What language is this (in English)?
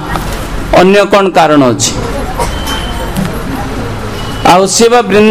Odia